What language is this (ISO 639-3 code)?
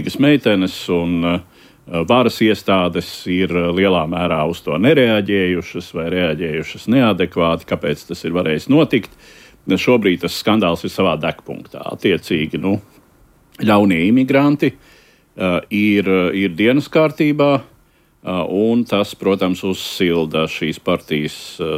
lav